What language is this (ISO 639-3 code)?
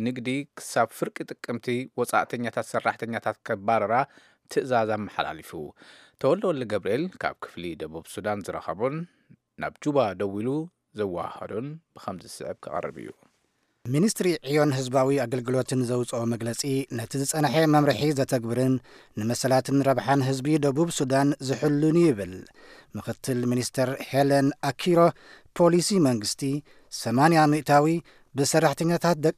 tir